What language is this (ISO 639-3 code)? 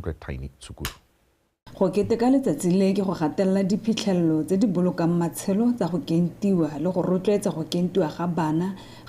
tsn